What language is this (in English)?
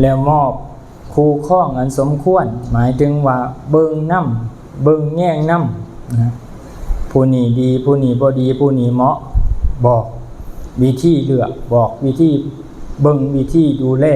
Lao